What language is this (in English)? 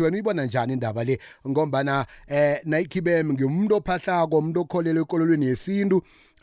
South Ndebele